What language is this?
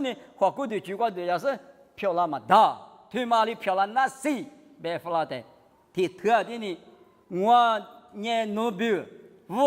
Lisu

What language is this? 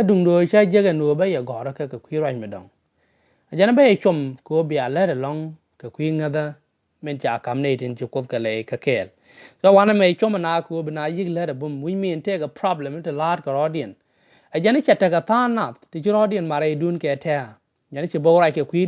Nuer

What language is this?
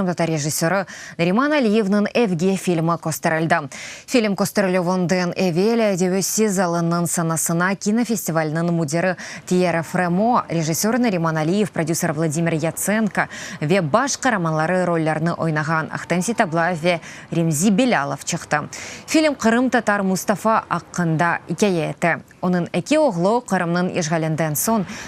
Crimean Tatar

